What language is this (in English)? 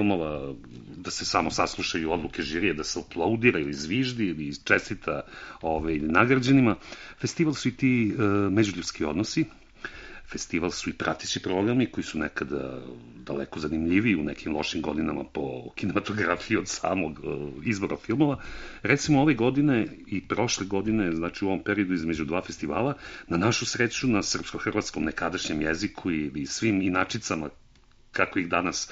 Serbian